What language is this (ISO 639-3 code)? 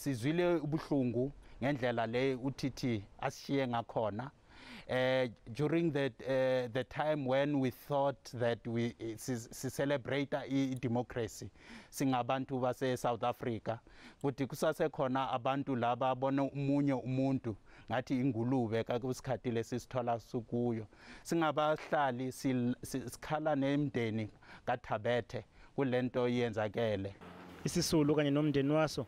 zul